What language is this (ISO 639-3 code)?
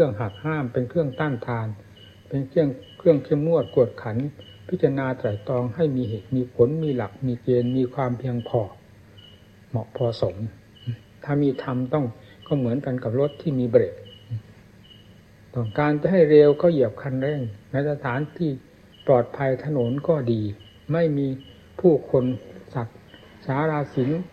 tha